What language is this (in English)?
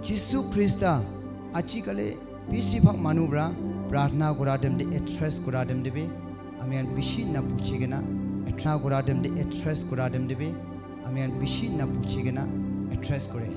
Naga Pidgin